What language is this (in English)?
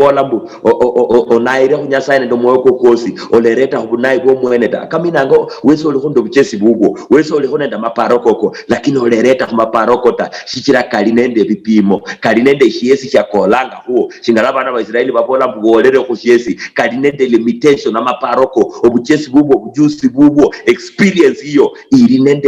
Luyia